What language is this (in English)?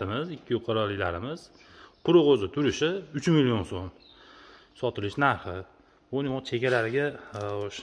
Uzbek